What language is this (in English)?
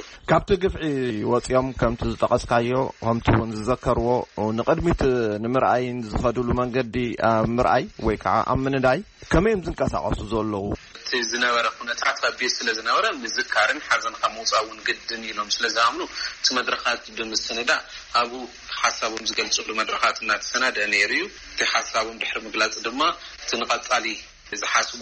Tigrinya